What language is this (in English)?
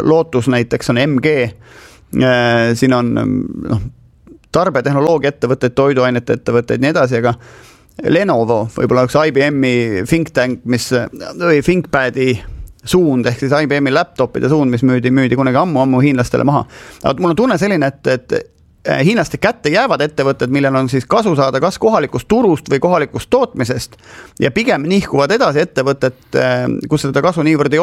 Estonian